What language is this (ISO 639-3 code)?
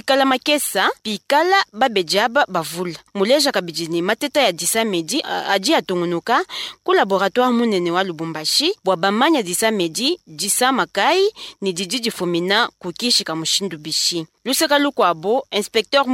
lua